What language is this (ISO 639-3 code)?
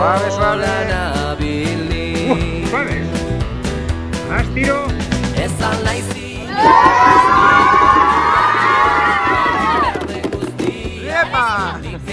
eus